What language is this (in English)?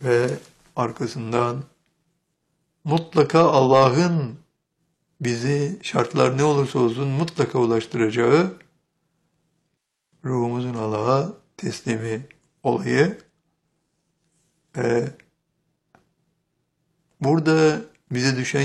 Turkish